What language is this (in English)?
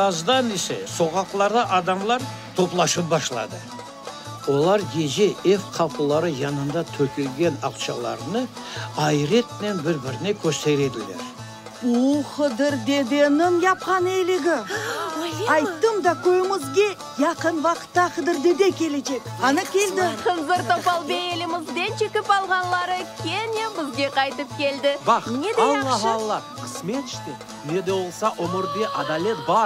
Crimean Tatar